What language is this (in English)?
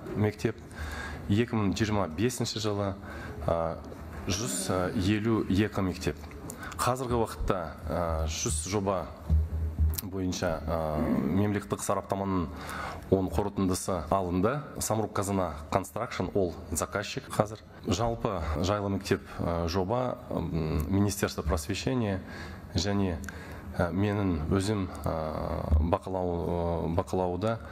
Kazakh